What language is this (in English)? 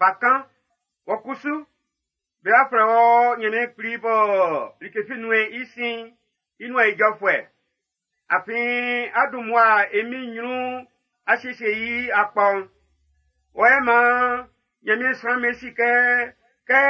Baoulé